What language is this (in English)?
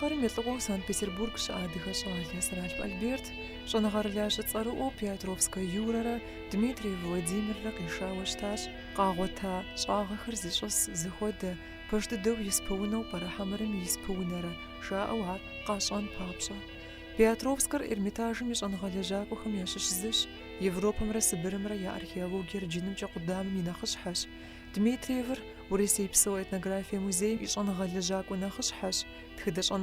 Kabardian